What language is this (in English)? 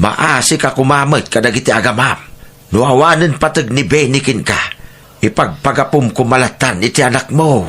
Iloko